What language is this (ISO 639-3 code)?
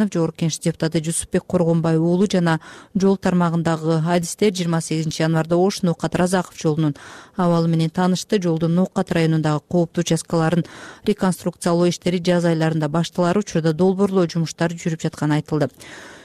kir